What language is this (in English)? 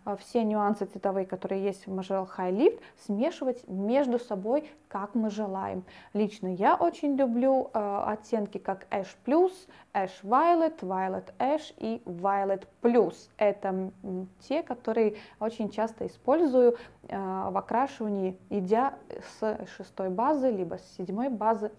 Russian